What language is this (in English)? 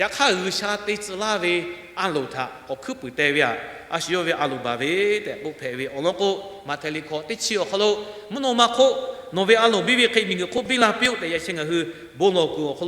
Lahu